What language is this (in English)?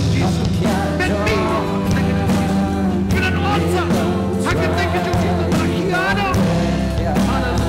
Khasi